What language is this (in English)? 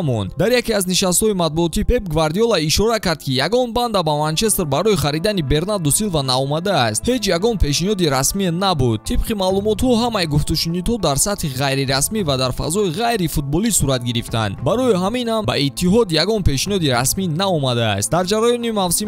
Tajik